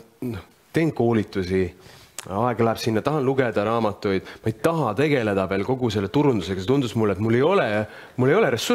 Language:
Estonian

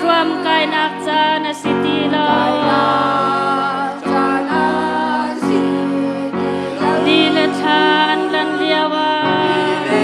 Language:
Hakha Chin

